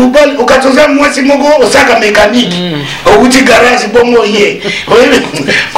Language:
Lingala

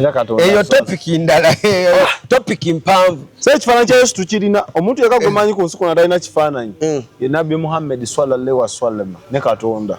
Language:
Ganda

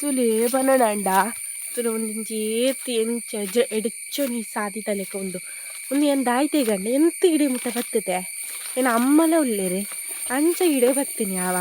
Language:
Tulu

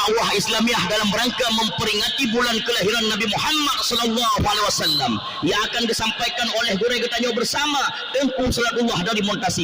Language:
Achinese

